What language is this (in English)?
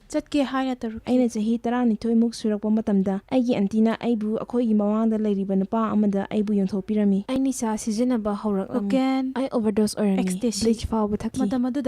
Manipuri